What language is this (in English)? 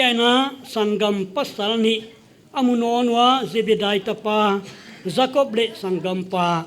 Paite Chin